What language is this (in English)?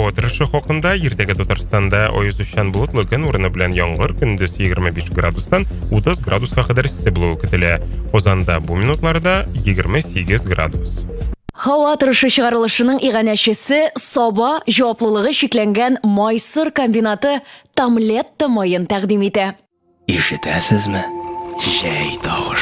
Tatar